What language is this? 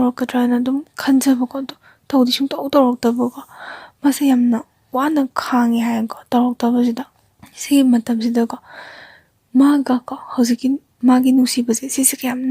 Manipuri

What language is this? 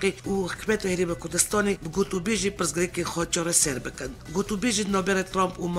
Kurdish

